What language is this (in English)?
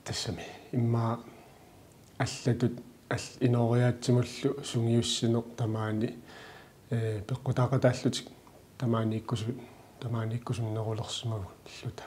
Kalaallisut